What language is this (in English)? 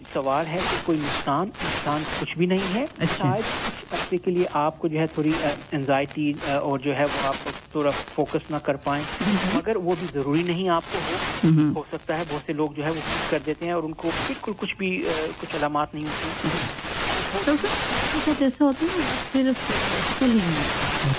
Urdu